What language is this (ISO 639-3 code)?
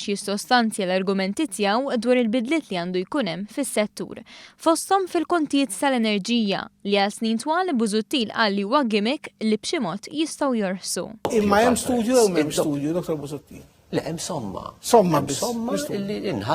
mlt